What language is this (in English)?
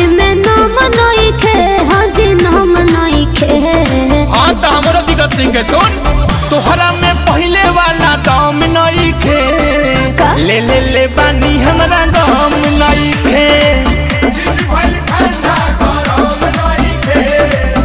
Bhojpuri